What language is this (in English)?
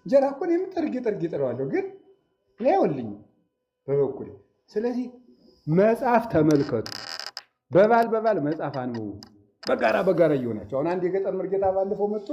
Amharic